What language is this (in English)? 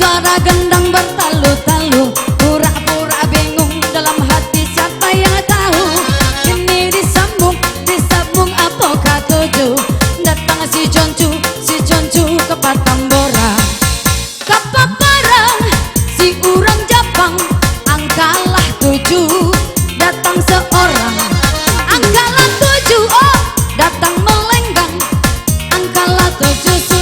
Minangkabau